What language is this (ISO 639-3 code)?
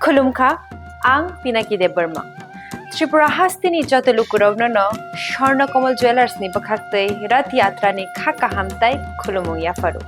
trp